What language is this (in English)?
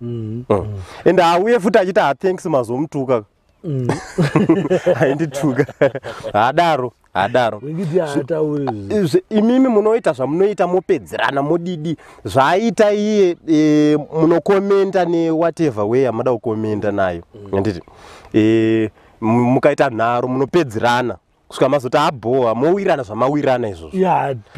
Shona